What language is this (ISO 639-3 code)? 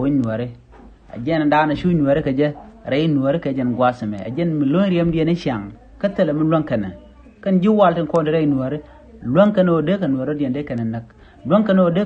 nus